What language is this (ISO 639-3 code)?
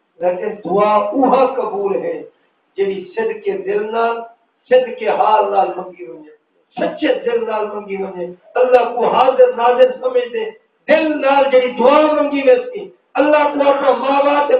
skr